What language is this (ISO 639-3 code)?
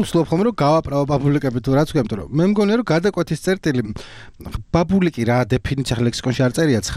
kat